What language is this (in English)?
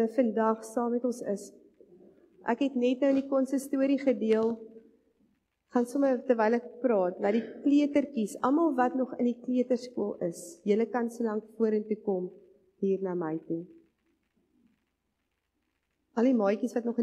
Afrikaans